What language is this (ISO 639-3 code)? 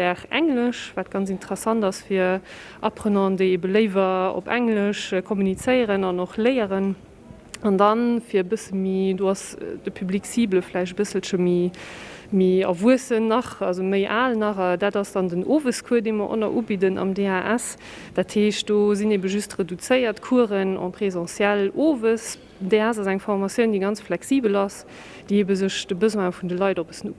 ltz